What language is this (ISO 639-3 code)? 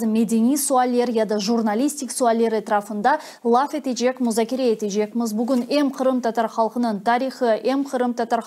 crh